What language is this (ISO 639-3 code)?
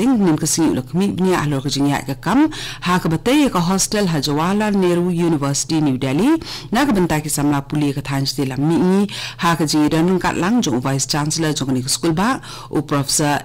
kha